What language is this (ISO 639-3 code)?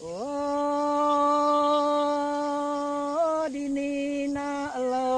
iba